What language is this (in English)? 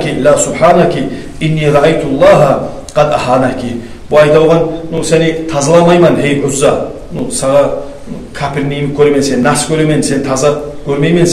Kumyk